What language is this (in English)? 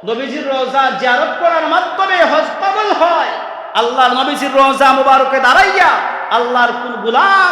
Sylheti